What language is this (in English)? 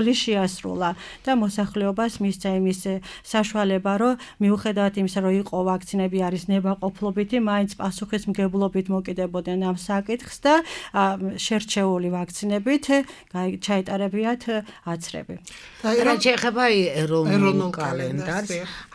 Georgian